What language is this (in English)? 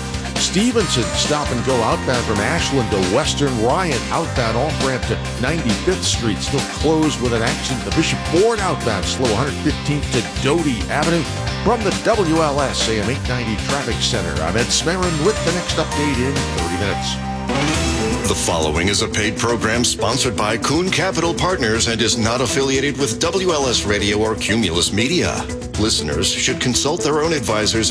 English